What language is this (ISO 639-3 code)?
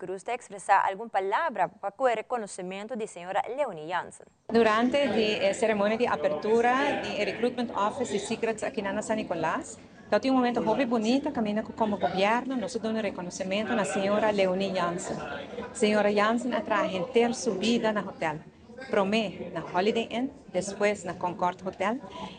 pap